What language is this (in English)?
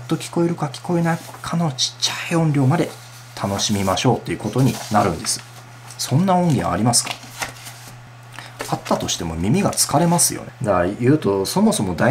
Japanese